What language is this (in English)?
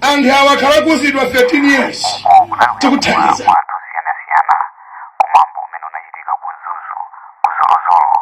Nyanja